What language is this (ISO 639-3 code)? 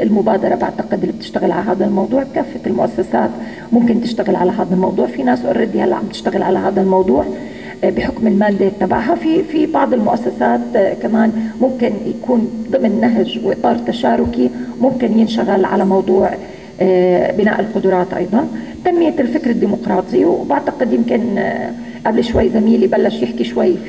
apc